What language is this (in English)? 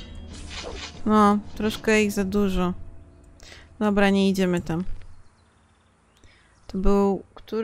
Polish